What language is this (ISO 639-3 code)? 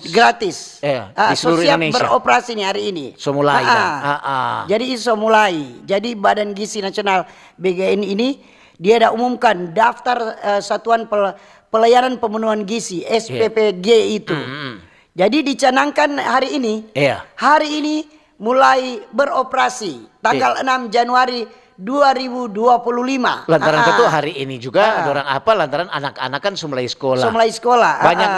xmm